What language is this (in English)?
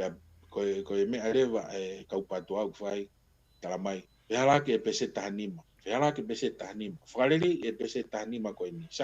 Tongan